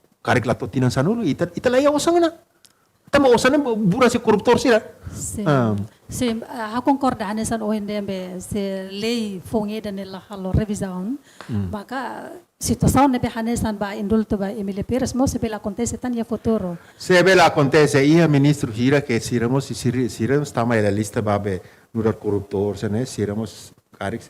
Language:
Tetum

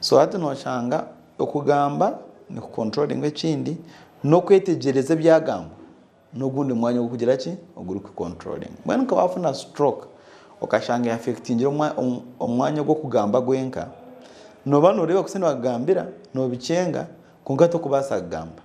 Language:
Nyankole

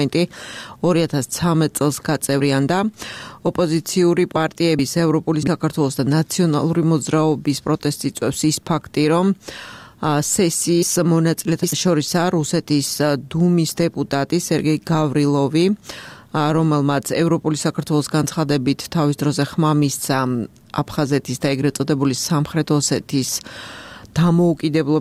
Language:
Georgian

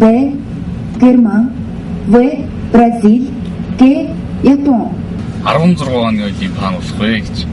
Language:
Mongolian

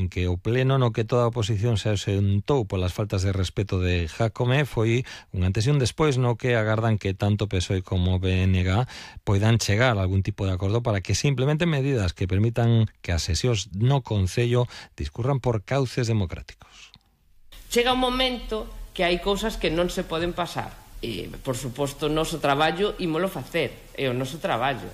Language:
Galician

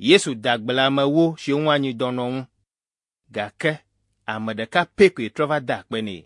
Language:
Ewe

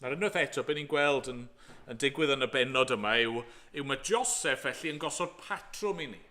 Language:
Welsh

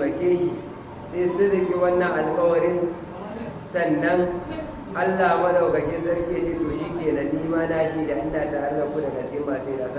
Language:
Hausa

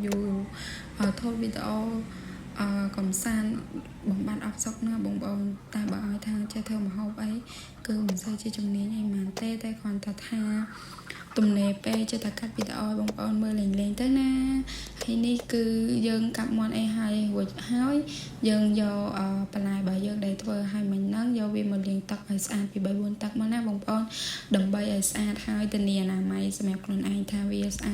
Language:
Khmer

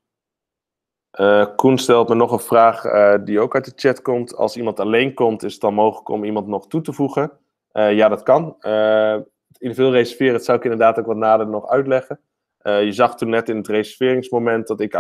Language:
Dutch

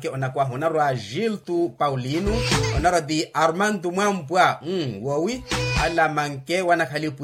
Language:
Makhuwa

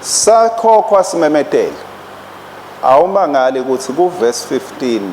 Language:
Swati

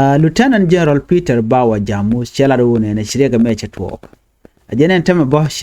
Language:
Nuer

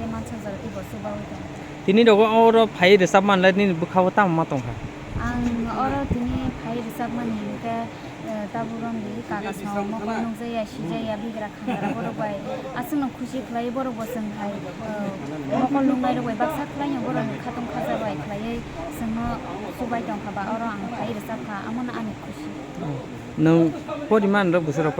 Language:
Kok Borok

